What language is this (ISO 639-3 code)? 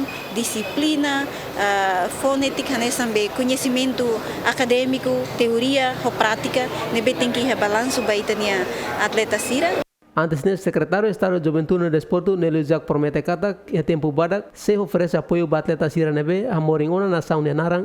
tet